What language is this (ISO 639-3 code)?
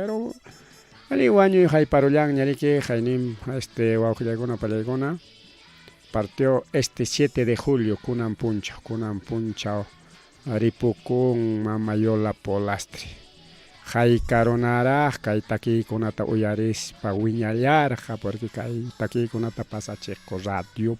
quy